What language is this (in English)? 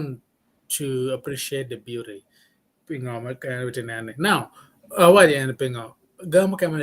Acoli